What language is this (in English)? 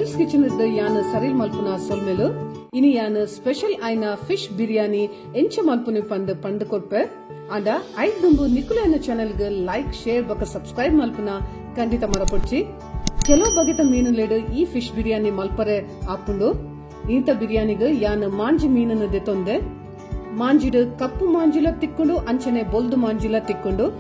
Tulu